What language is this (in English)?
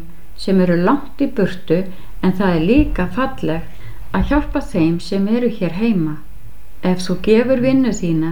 Icelandic